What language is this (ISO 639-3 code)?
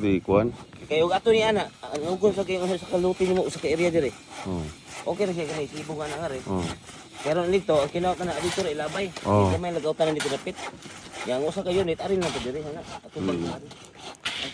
ceb